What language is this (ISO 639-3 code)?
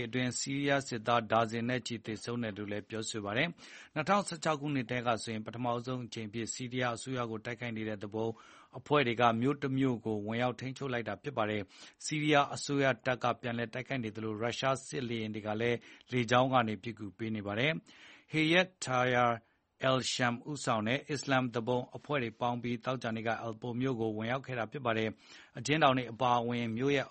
mya